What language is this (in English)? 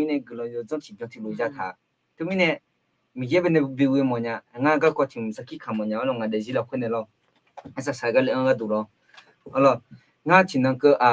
Akha